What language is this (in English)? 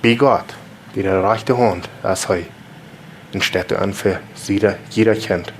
Plautdietsch